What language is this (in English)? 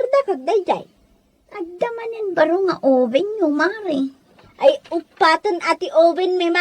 Iloko